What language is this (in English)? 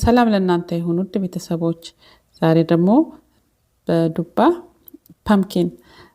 Amharic